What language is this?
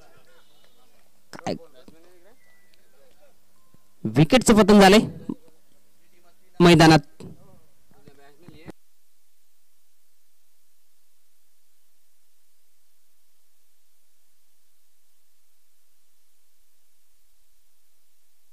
Marathi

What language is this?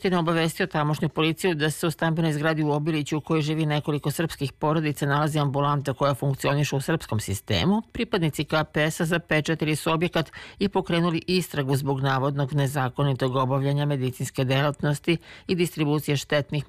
Serbian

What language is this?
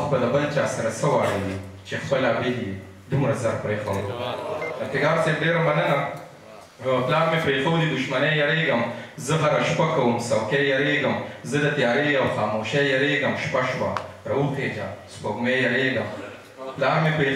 Pashto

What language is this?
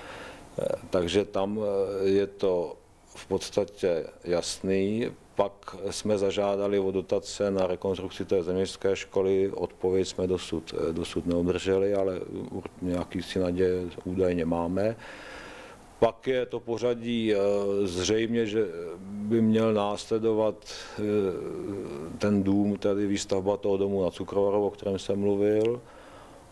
Czech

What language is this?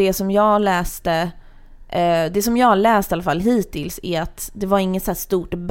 Swedish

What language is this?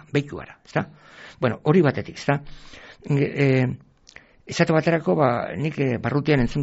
Basque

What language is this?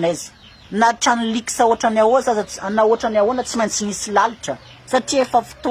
Malagasy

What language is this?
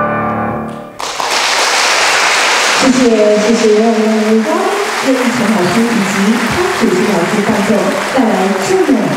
Chinese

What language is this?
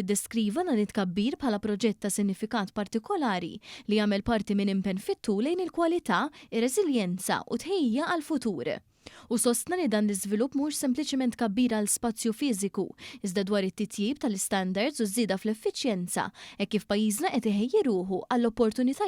Maltese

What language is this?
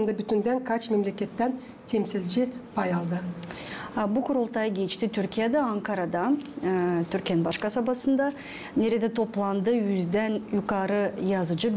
Gagauz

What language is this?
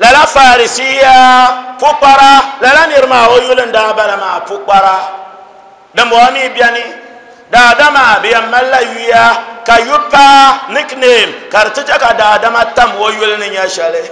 Dagbani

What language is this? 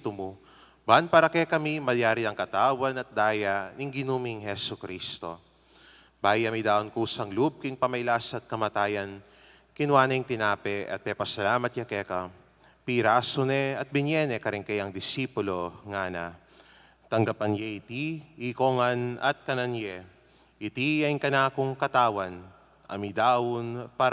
Pampanga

